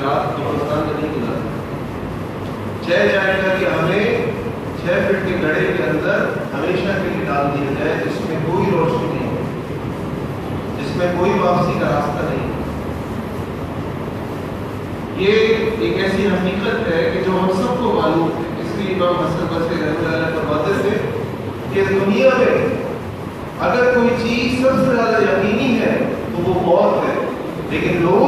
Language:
Urdu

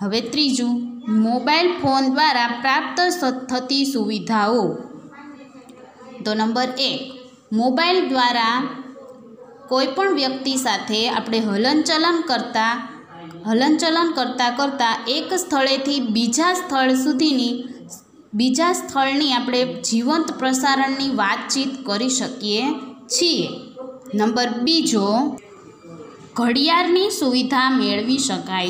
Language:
Gujarati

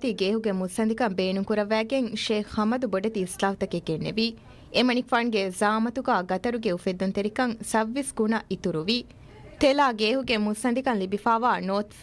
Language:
Divehi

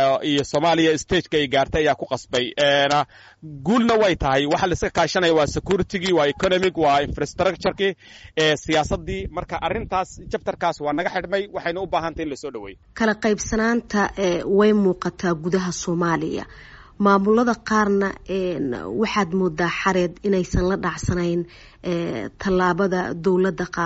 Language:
Somali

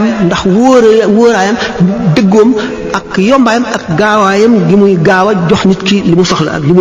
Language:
Wolof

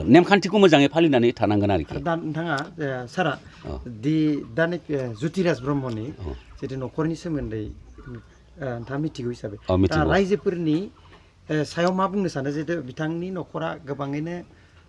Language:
Bodo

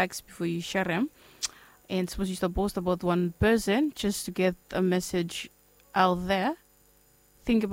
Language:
Bislama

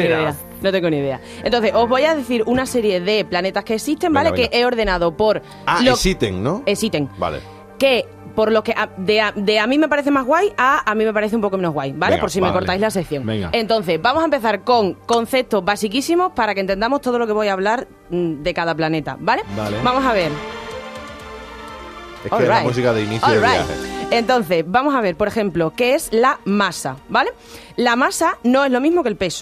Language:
Spanish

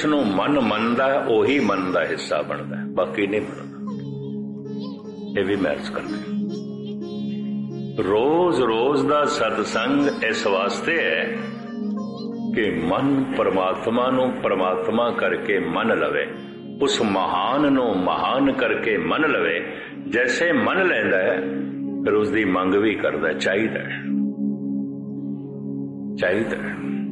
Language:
Punjabi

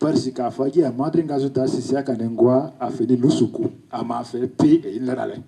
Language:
Lugbara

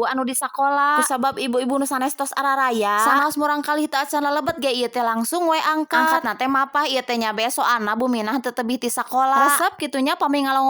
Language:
Sundanese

